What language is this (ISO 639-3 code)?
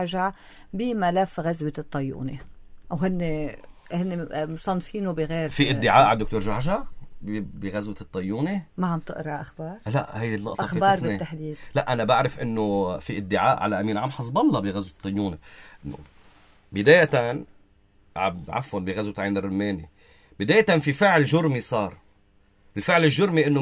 apc